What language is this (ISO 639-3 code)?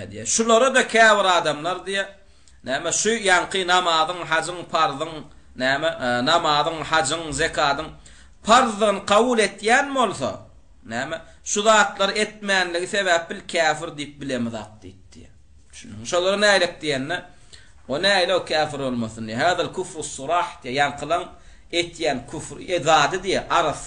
tuk